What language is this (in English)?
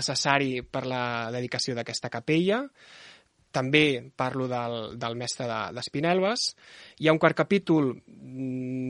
Catalan